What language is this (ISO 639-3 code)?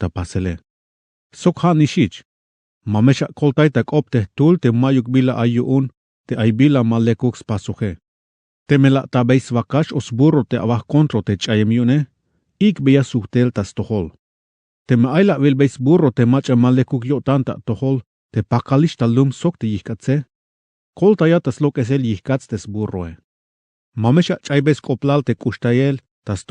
tzh